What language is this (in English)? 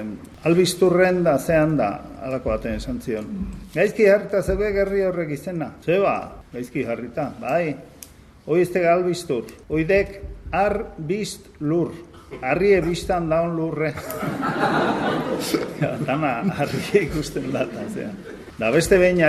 Basque